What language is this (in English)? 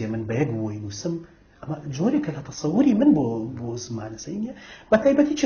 Central Kurdish